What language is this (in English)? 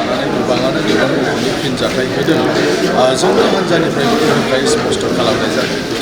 Bodo